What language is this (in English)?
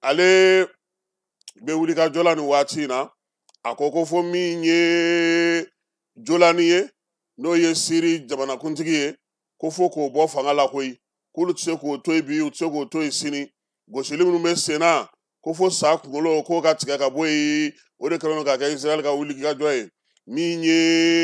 Bambara